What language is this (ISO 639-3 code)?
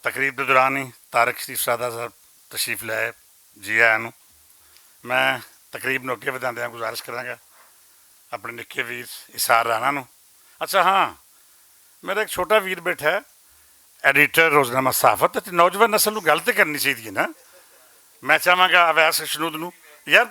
lah